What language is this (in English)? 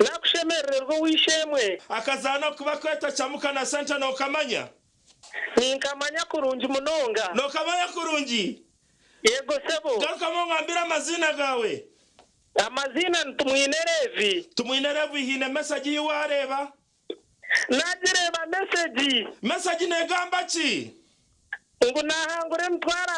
Nyankole